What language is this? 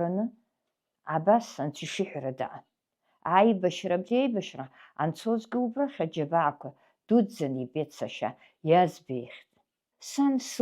Abkhazian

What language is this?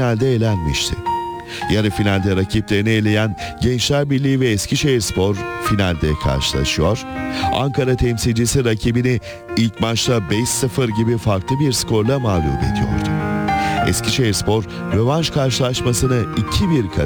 Turkish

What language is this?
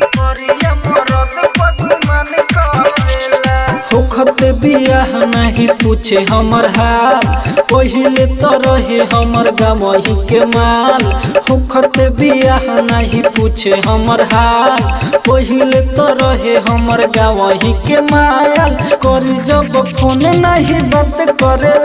Bhojpuri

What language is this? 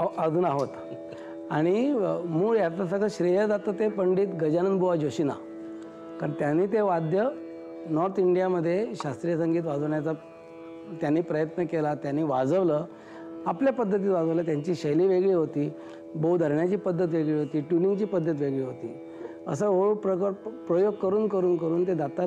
Marathi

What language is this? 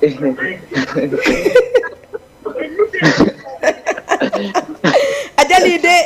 Fula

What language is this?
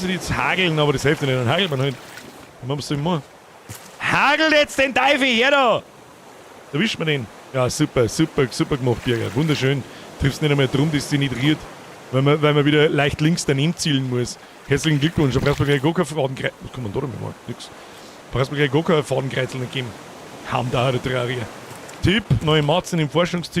Bavarian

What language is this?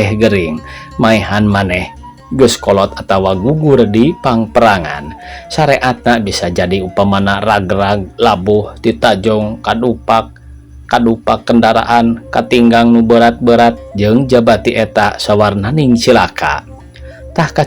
Sundanese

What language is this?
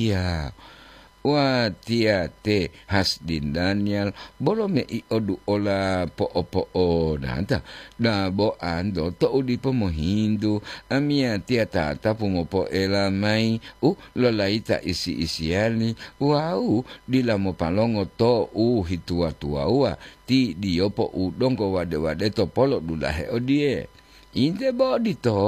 Gorontalo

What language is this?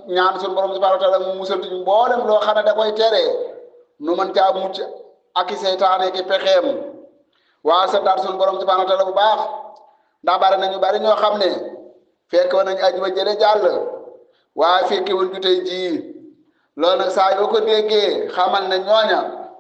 Wolof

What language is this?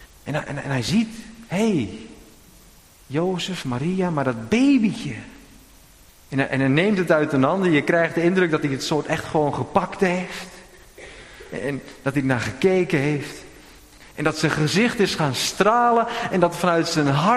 Dutch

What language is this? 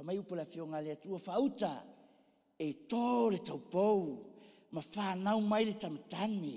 Samoan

